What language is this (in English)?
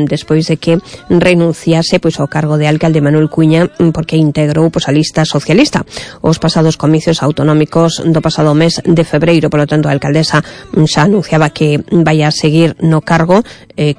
Galician